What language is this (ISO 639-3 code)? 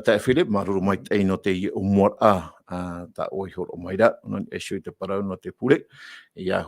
tah